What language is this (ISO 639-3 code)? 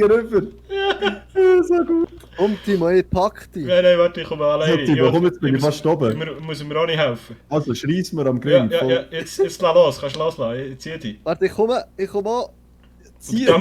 gsw